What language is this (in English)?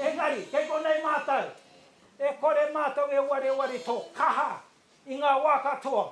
Māori